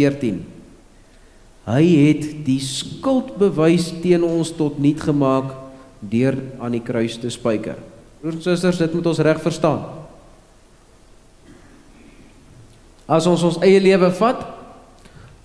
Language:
Afrikaans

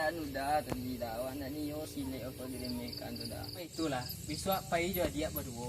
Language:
Minangkabau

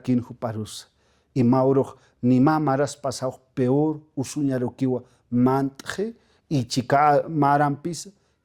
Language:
Aymara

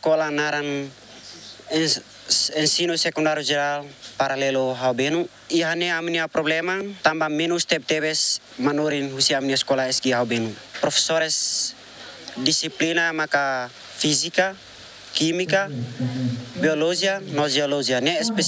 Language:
Tetum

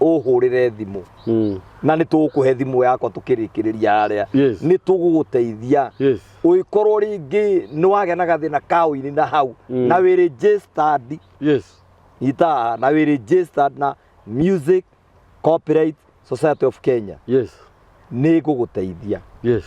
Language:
Kikuyu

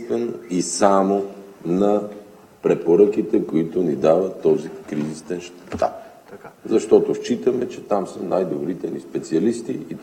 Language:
Bulgarian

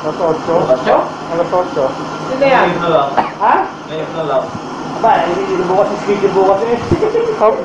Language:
Filipino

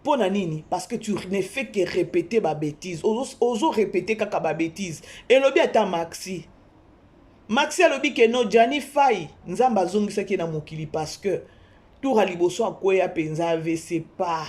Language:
Lingala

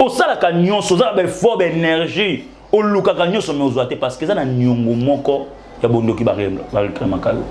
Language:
Lingala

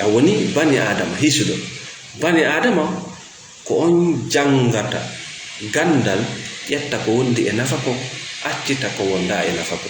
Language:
Fula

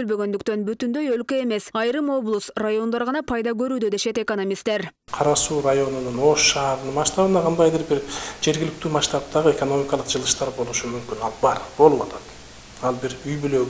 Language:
Kyrgyz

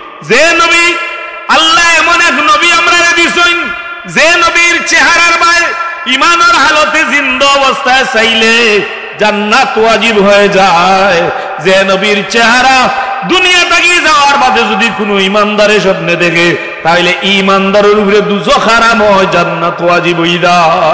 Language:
Sylheti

